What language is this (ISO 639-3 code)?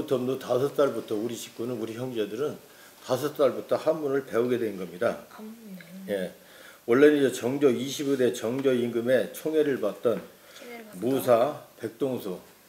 kor